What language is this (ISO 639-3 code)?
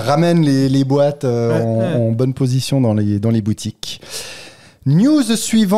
fra